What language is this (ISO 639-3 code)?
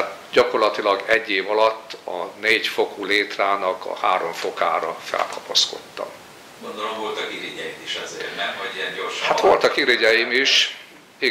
hun